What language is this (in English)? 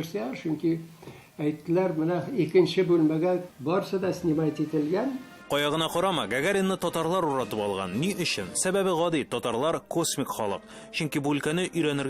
Tatar